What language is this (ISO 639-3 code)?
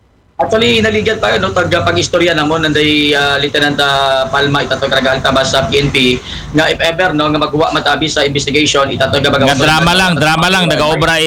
akl